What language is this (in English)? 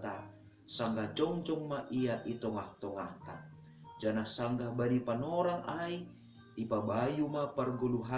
Batak Simalungun